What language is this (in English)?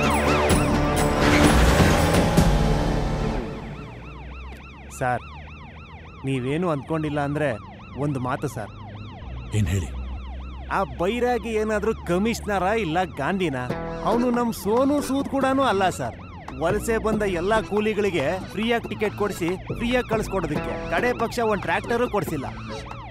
Kannada